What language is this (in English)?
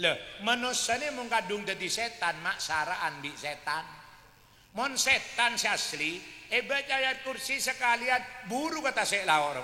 Madurese